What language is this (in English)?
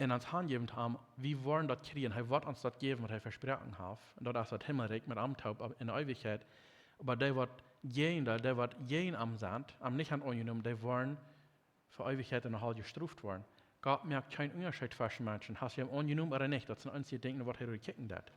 Plautdietsch